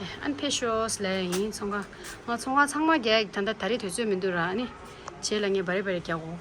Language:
Tibetan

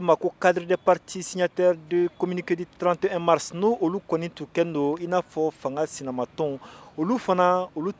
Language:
Bambara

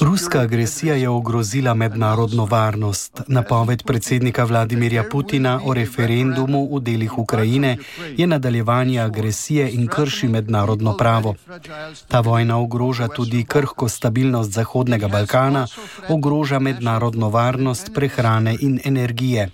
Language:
Slovenian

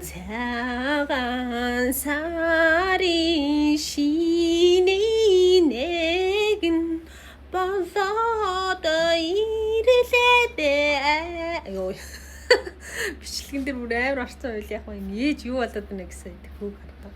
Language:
Mongolian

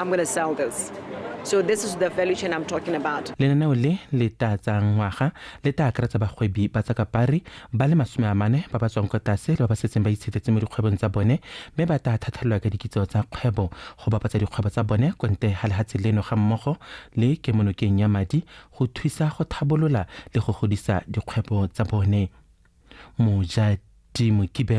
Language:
Tswana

